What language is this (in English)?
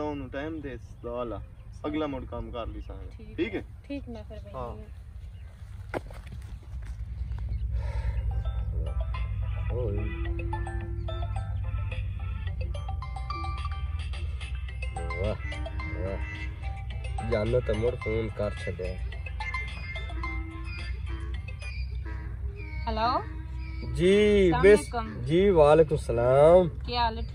Punjabi